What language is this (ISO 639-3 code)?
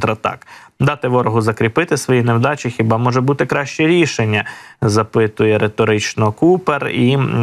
ukr